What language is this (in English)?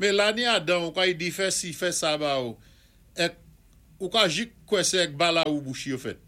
Saint Lucian Creole French